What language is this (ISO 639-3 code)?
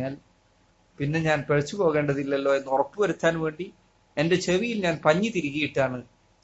mal